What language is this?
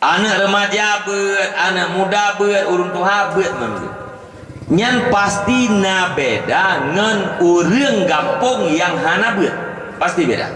Achinese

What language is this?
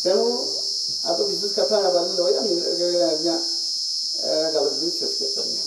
Santali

